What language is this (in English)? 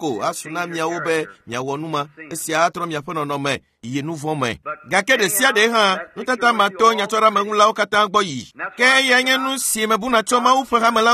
Ewe